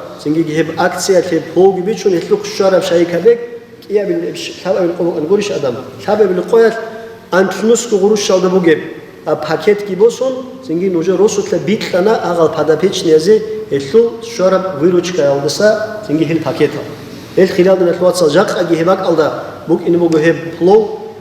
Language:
Avaric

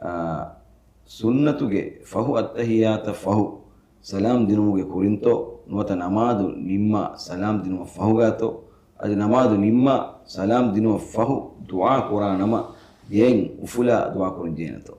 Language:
Divehi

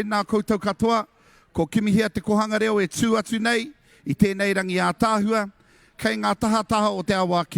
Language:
Māori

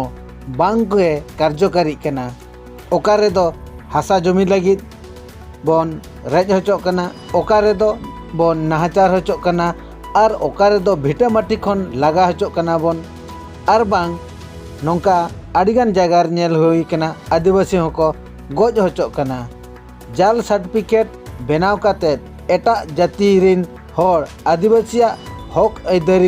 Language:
Santali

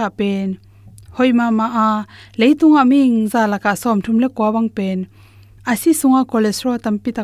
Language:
Tedim Chin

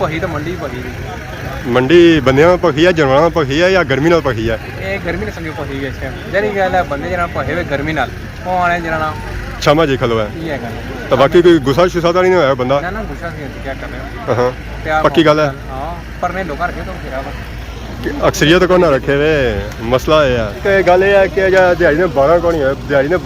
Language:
Pahari-Potwari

